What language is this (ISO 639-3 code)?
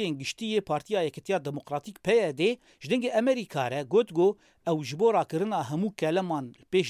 kur